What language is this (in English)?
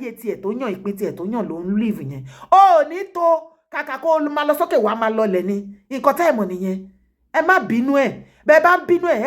Yoruba